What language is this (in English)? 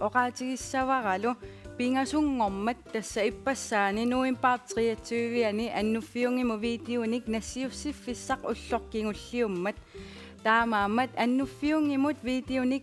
Kalaallisut